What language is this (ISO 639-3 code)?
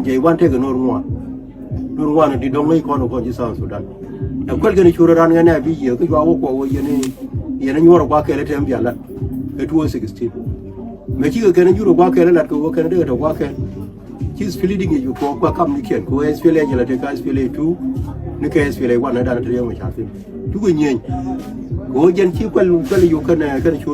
nus